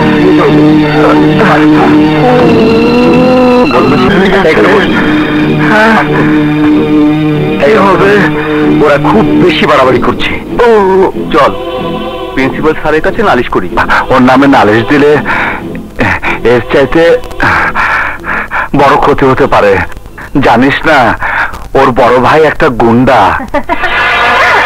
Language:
Bangla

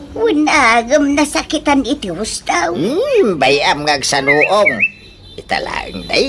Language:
Iloko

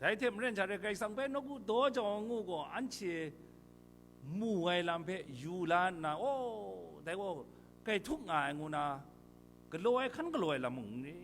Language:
Kachin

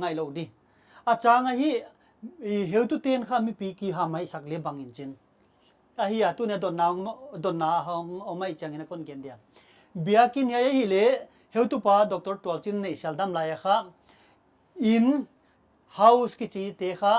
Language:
Paite Chin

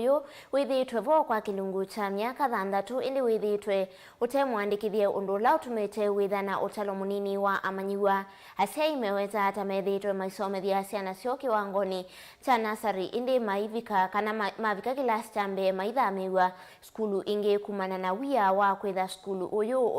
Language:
Kamba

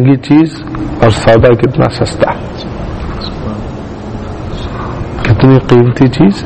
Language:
Urdu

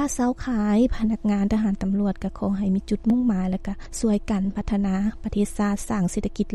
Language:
Lao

